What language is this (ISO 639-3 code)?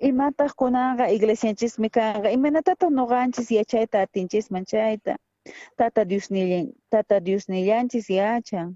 quh